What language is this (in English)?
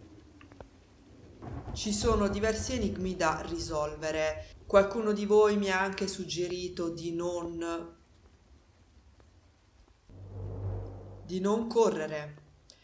Italian